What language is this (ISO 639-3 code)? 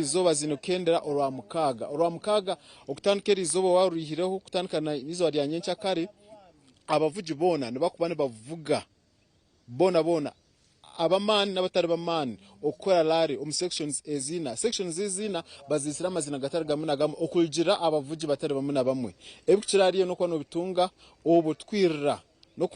nyn